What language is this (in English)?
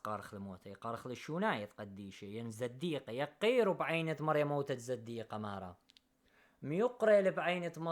Assyrian Neo-Aramaic